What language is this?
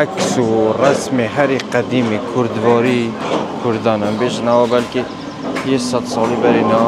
Kurdish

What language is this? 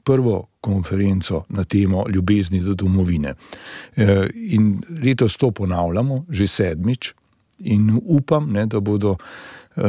Slovenian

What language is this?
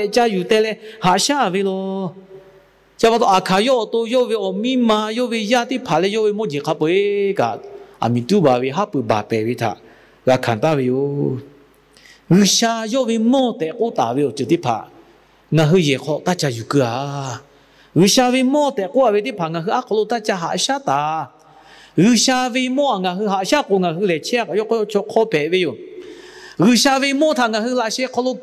Lahu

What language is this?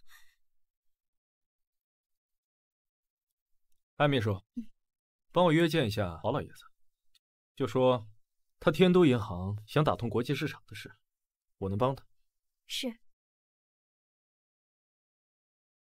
Chinese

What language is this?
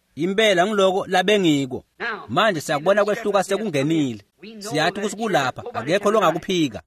Swati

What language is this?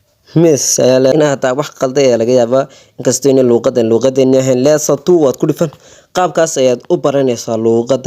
Somali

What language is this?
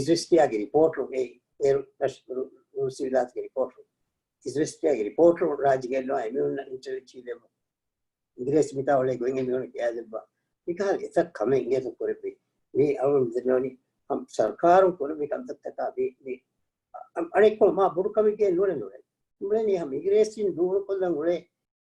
Divehi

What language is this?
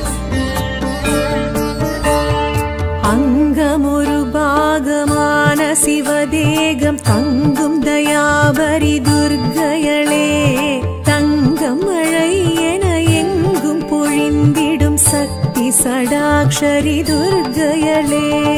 Tamil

